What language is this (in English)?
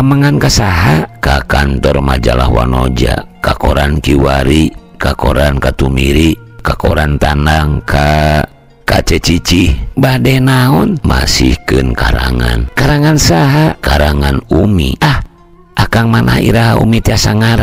Sundanese